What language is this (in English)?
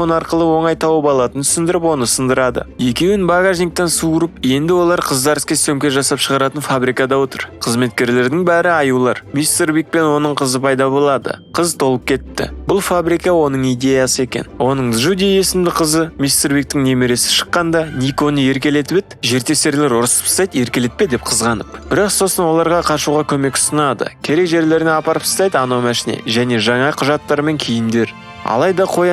Kazakh